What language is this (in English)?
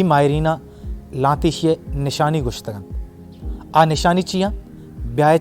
Baluchi